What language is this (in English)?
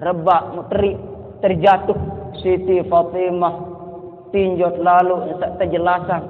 Sasak